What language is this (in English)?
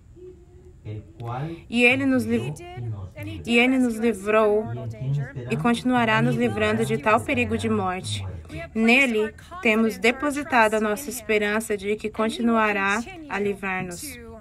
Portuguese